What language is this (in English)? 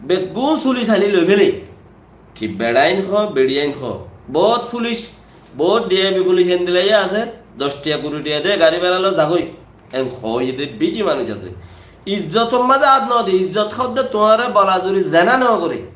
Rohingya